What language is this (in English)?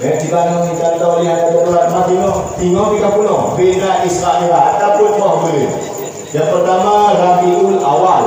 Achinese